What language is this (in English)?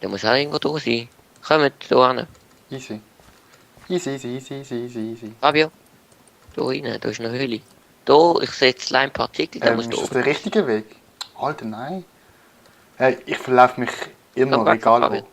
Swiss German